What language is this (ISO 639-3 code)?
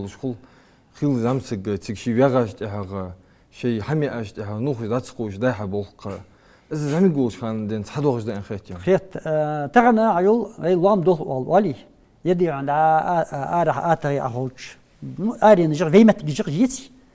inh